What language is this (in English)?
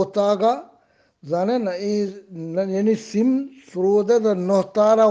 Eastern Balochi